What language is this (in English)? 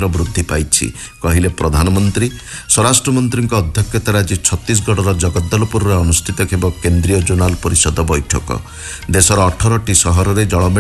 Odia